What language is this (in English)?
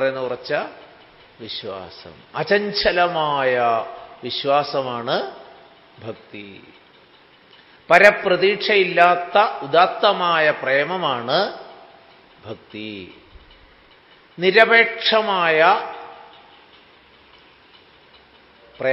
Malayalam